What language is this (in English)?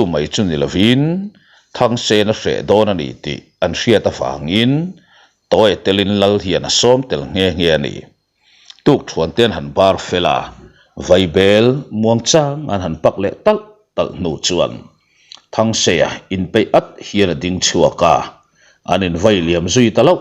Mizo